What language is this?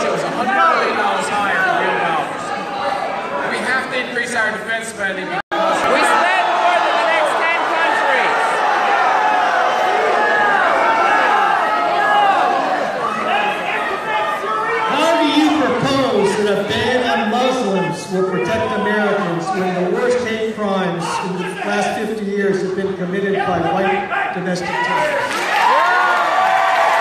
English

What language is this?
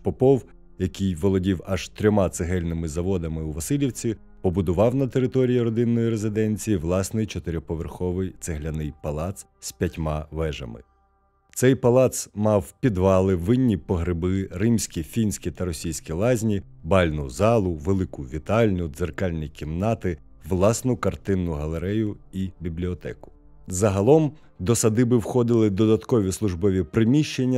Ukrainian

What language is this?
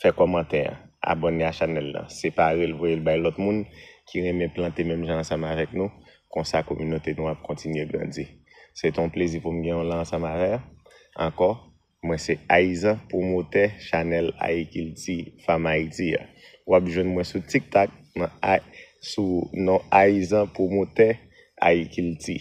Haitian Creole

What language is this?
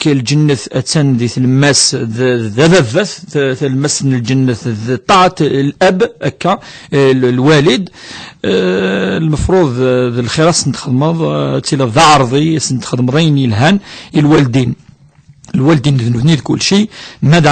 Kabyle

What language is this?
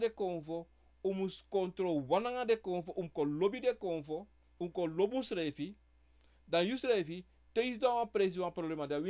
Sranan Tongo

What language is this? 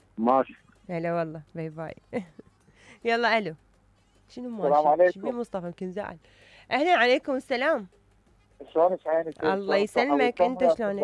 Mesopotamian Arabic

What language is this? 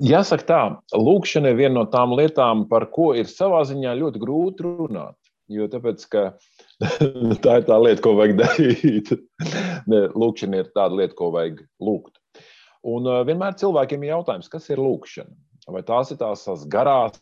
Latvian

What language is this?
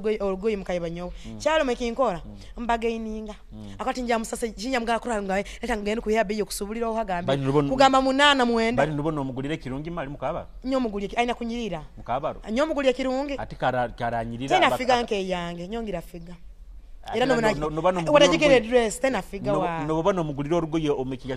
Nyoro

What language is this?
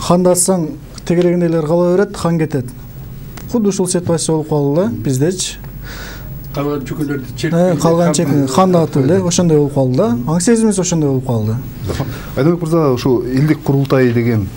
Kyrgyz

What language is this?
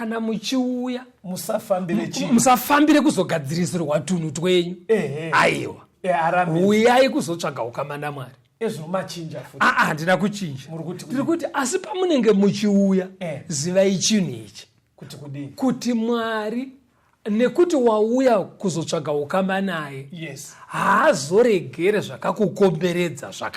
Shona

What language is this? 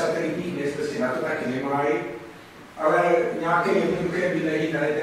Czech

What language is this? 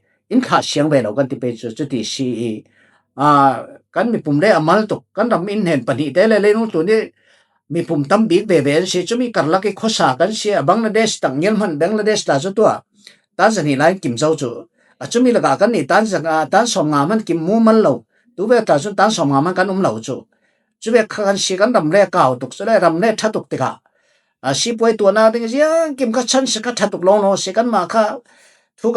Falam Chin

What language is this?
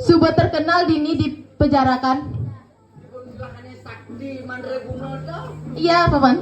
Balinese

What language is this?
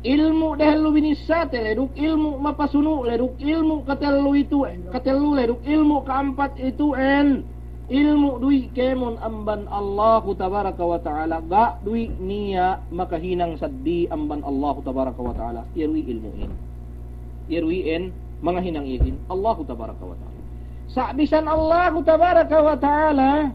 Yakan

